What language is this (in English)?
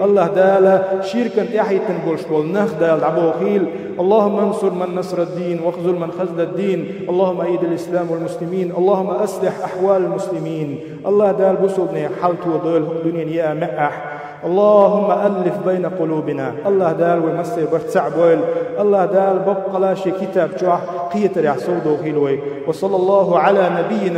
Chechen